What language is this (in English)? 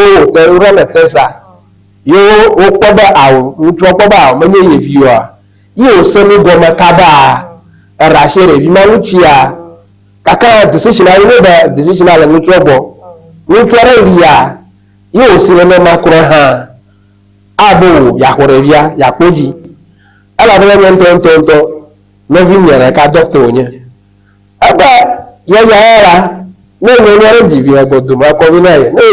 Ewe